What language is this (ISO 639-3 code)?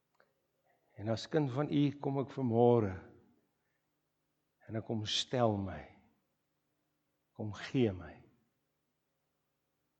afr